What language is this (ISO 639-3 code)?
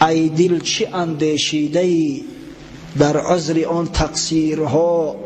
tgk